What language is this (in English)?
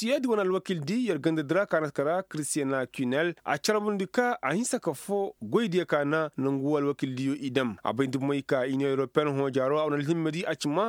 Koyraboro Senni